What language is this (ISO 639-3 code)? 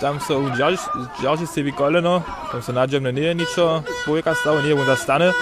hsb